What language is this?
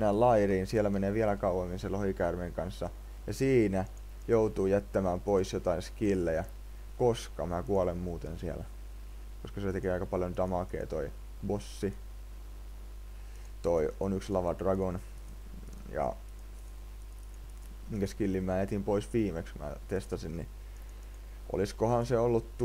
Finnish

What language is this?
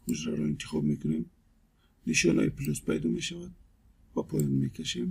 Tajik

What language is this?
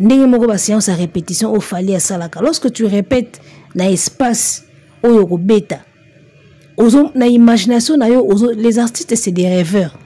Lingala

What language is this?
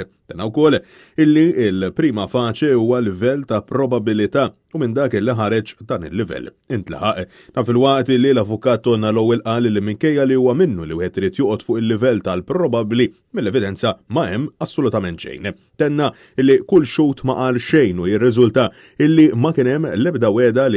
Maltese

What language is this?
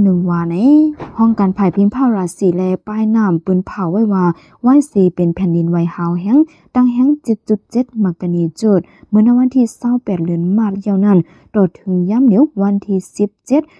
Shan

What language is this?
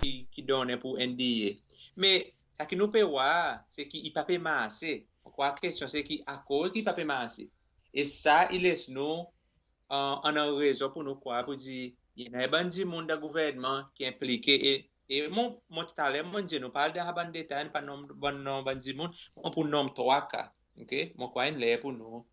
Seselwa Creole French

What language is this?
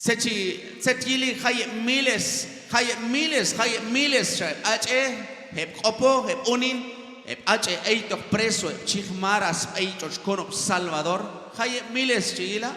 Q'anjob'al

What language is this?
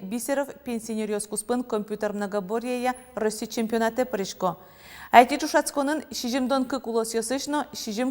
Udmurt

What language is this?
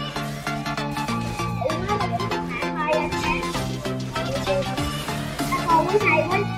Vietnamese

